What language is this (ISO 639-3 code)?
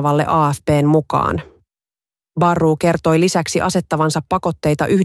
fin